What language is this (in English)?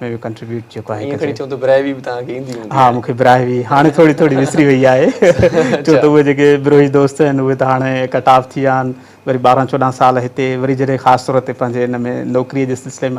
Sindhi